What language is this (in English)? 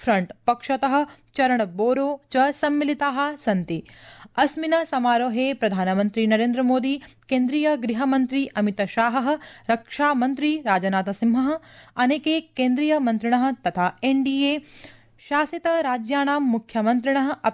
Sanskrit